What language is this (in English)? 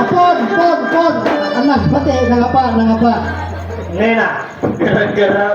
Banjar